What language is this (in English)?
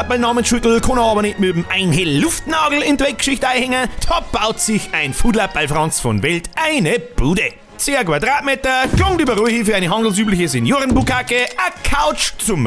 Bavarian